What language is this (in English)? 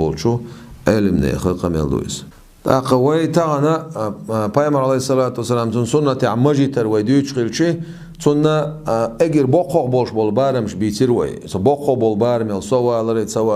Chechen